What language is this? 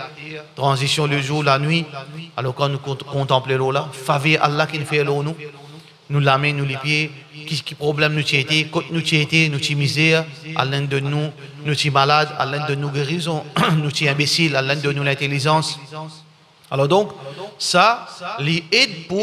Morisyen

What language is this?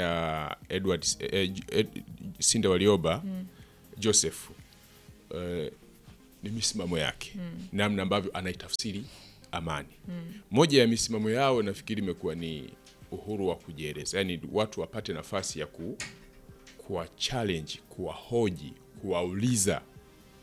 Swahili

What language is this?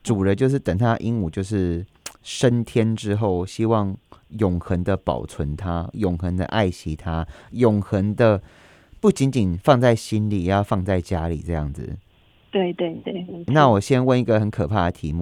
Chinese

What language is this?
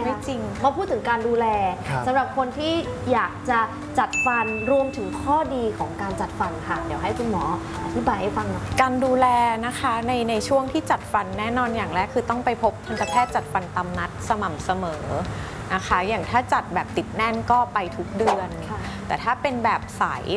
Thai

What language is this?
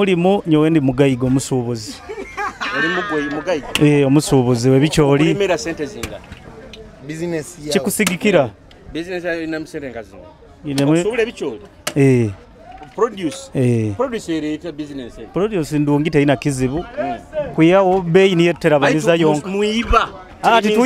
Nyoro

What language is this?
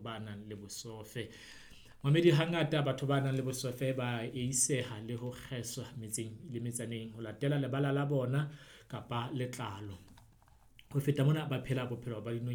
Southern Sotho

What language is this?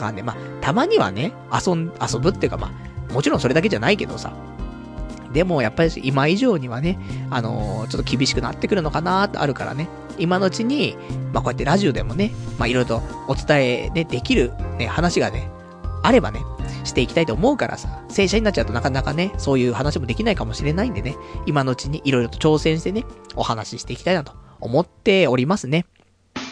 Japanese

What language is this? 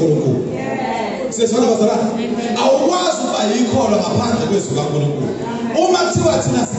Zulu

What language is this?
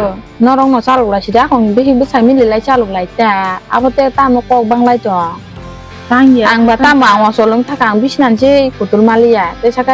Kok Borok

